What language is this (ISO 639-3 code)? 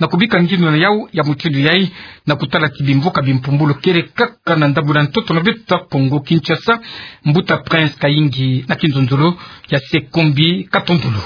ktu